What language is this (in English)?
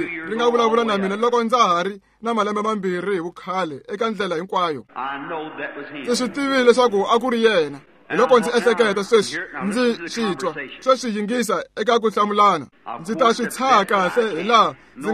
Tsonga